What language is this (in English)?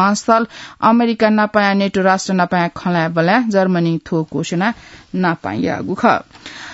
Newari